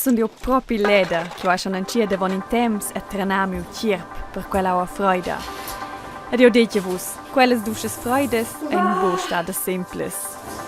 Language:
Romansh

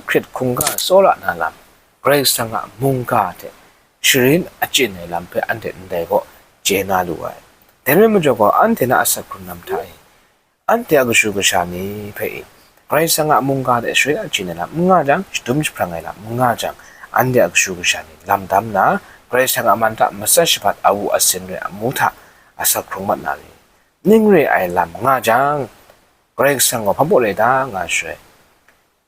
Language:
Kachin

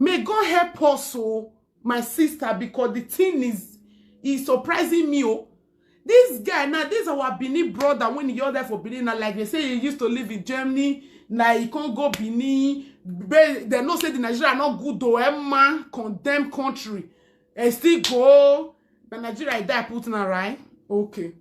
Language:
Nigerian Pidgin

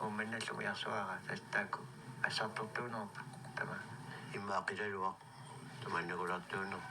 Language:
Kalaallisut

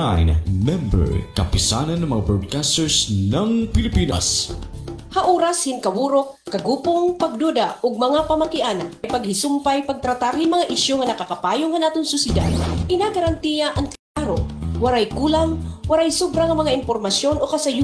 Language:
Waray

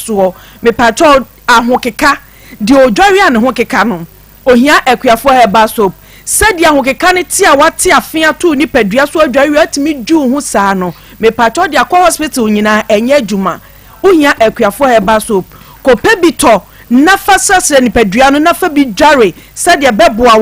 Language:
Akan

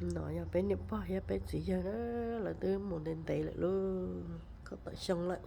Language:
Hmong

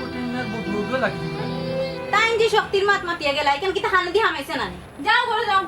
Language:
Sylheti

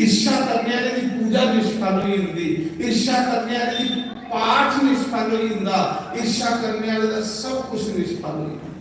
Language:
Dogri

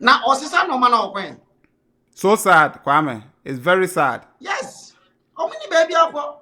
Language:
Akan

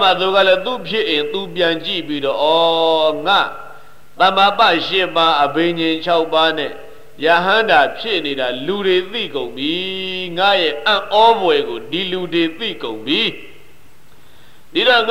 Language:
Burmese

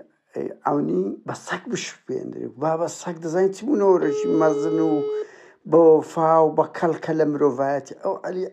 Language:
Central Kurdish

